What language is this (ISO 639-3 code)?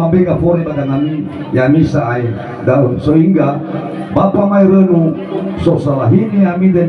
nia